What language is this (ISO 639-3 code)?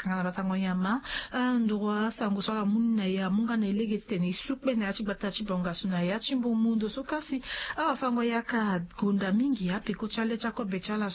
sag